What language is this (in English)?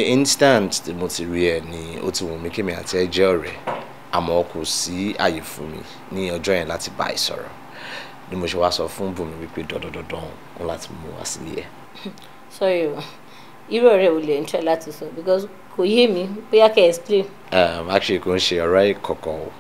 Yoruba